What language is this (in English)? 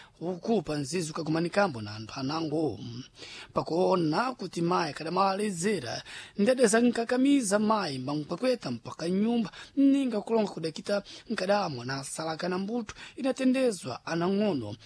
Sena